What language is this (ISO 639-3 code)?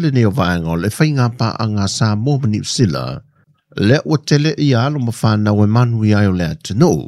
smo